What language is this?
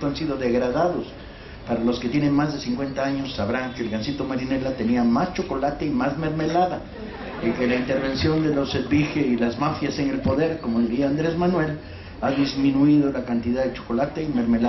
Spanish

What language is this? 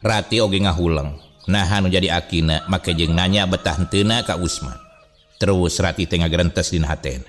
Sundanese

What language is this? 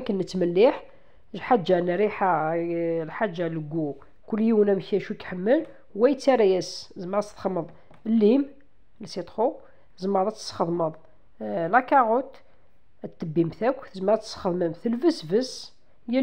Kabyle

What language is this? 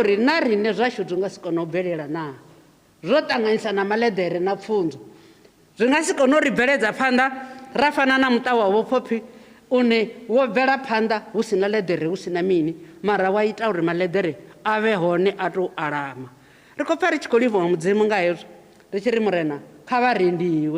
Venda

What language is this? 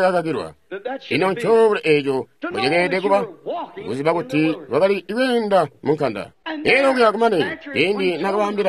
Tonga (Zambia)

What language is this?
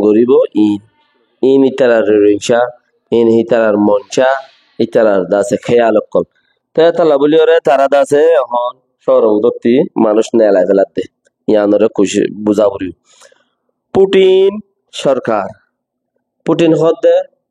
Rohingya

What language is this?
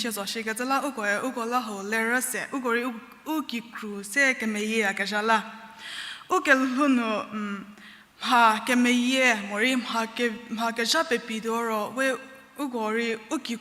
Angami Naga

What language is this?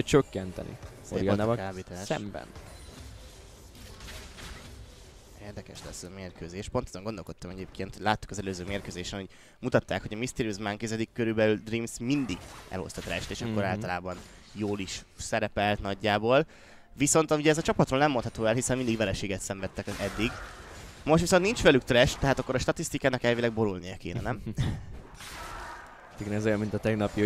Hungarian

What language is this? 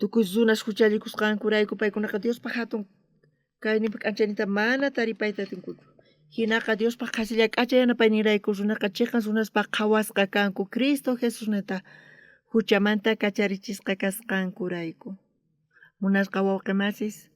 South Bolivian Quechua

